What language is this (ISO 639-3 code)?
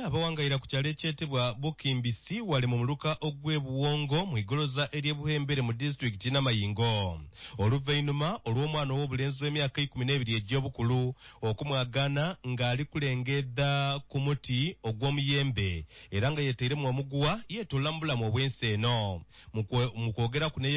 nyo